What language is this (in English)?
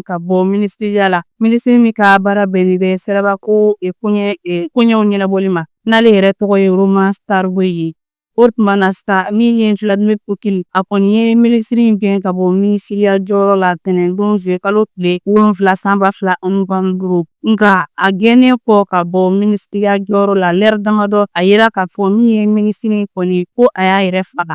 Bambara